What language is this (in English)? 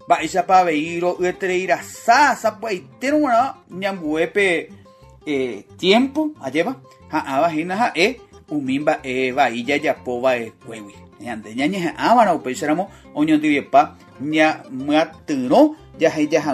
Guarani